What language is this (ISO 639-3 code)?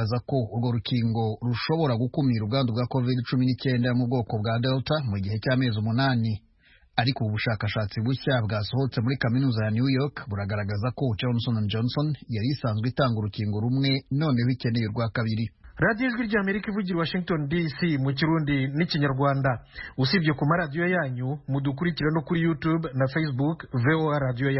kin